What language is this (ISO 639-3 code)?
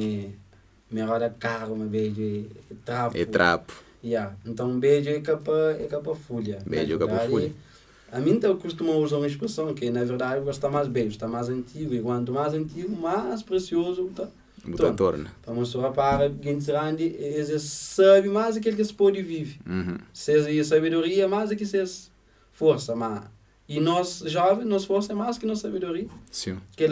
kea